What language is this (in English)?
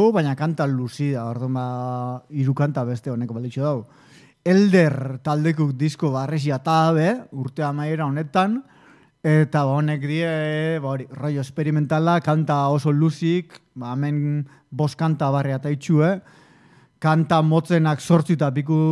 Basque